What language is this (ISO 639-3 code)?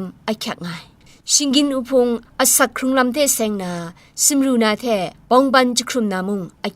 kac